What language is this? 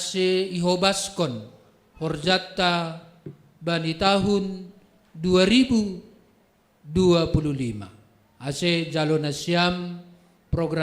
Batak Simalungun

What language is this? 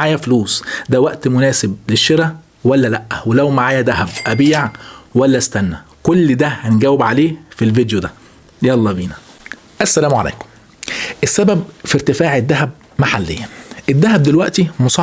Egyptian Arabic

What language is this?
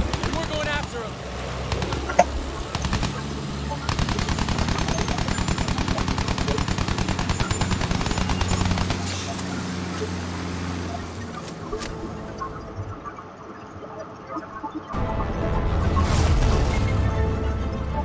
English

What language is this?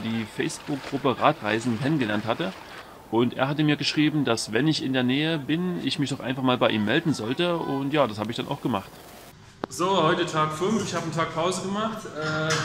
German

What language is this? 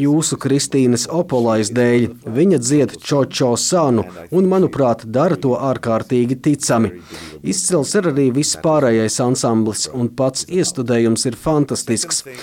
Latvian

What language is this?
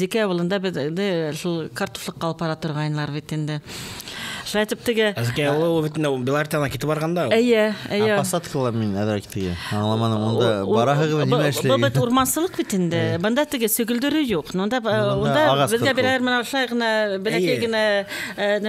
Bashkir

